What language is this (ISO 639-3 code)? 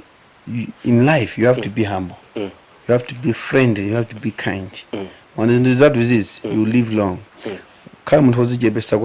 nya